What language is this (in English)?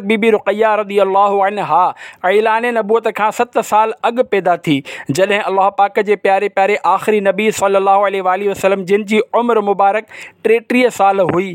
Sindhi